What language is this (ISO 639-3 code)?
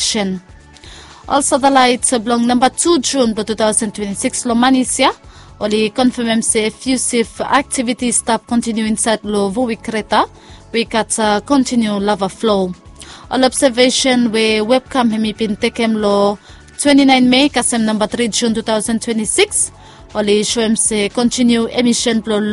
bis